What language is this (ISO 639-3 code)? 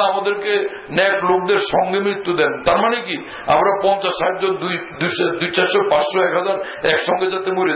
ben